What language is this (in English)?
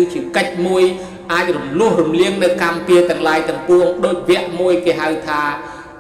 Khmer